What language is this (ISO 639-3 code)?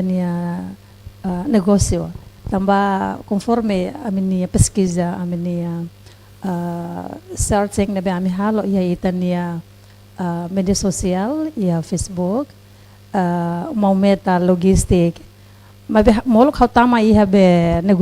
tet